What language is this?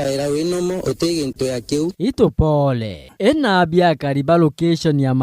Meru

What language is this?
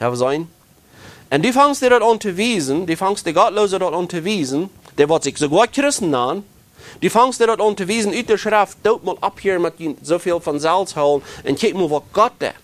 Plautdietsch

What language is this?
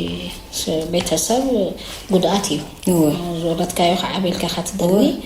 Tigrinya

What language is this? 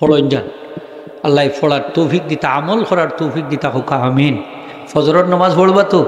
Sylheti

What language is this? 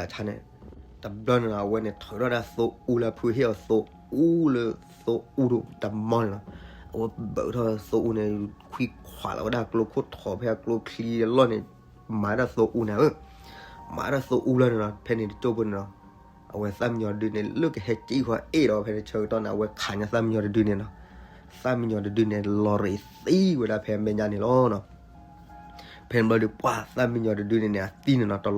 S'gaw Karen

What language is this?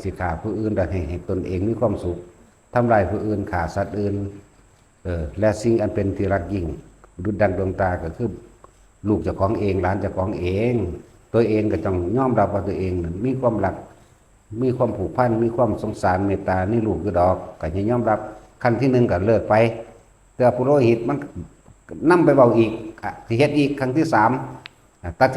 Lao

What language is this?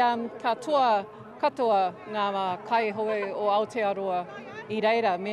Māori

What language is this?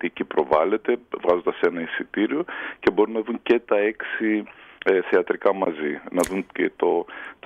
Greek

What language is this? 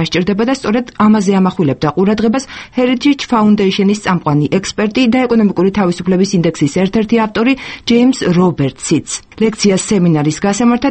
Georgian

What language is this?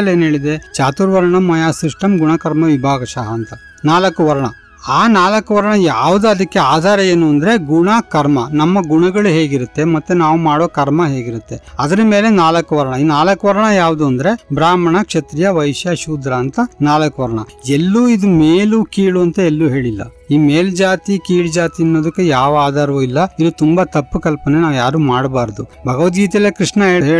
Kannada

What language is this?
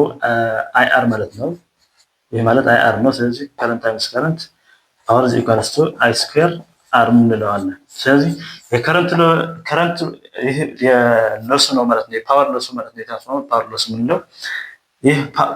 Amharic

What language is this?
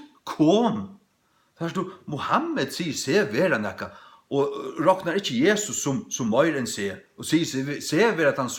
Faroese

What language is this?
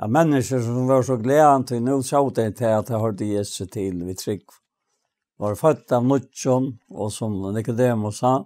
Faroese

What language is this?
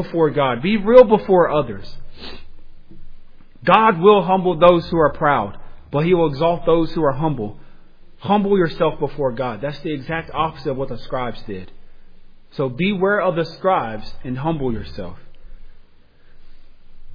English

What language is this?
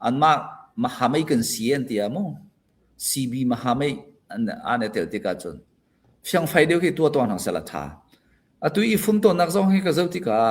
Hakha Chin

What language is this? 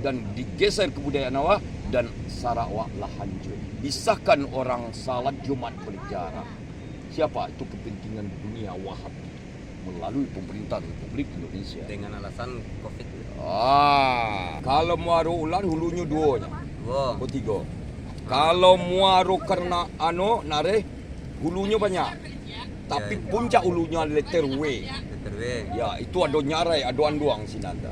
Minangkabau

